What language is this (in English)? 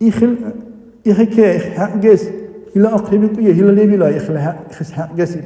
Dargwa